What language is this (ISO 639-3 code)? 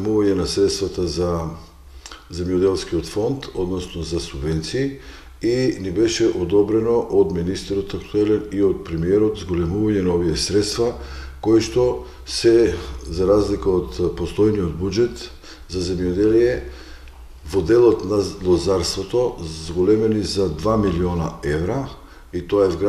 mkd